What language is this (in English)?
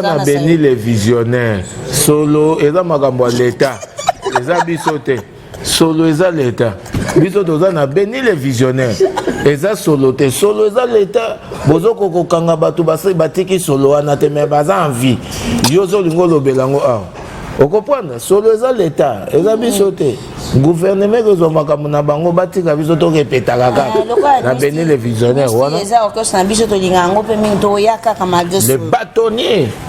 Lingala